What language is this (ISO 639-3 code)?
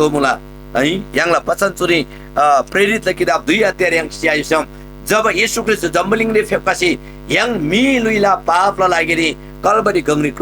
taj